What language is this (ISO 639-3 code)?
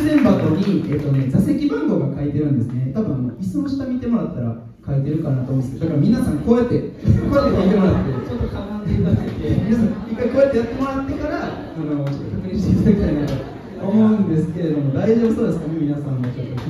jpn